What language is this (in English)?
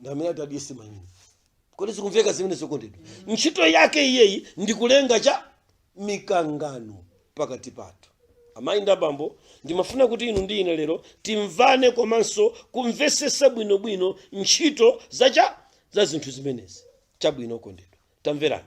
Nyanja